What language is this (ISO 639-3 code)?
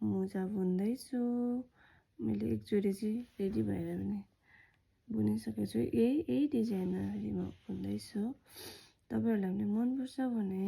nep